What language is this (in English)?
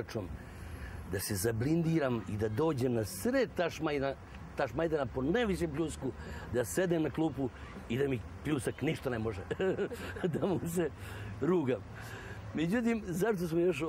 Serbian